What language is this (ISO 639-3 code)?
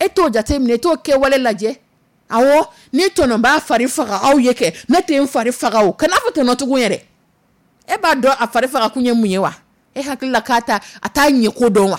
dyu